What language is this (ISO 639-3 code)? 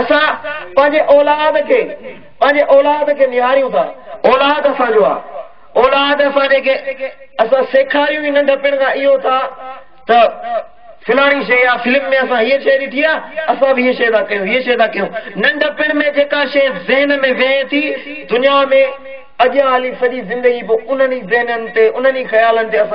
snd